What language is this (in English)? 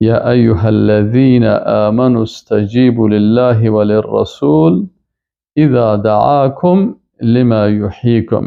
Persian